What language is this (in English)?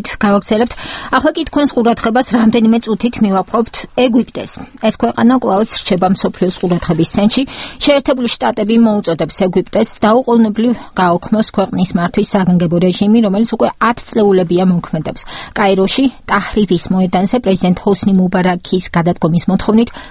Georgian